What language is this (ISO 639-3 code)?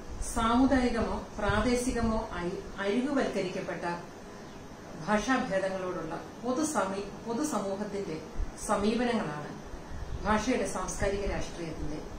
mal